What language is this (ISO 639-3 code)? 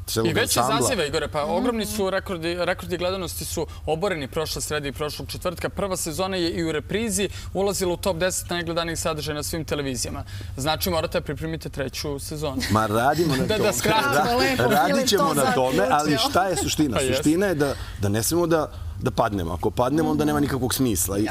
srp